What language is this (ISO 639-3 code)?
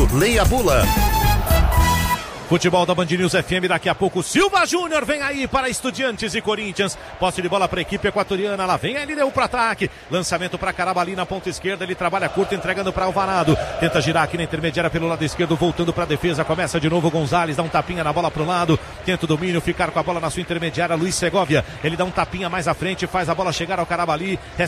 por